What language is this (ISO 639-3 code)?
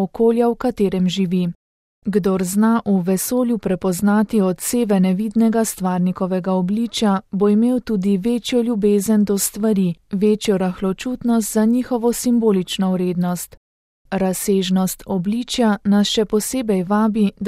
slv